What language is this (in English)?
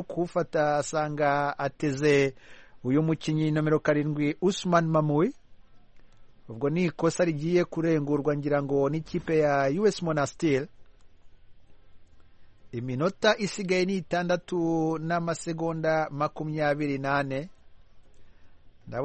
Kinyarwanda